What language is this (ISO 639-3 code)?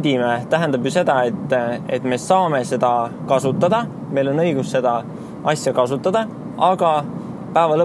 est